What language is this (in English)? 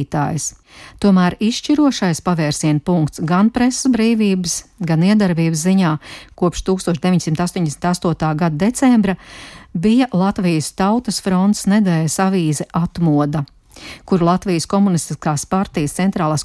Latvian